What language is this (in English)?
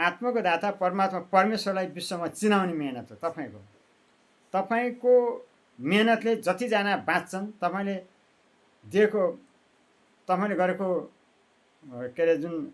Nepali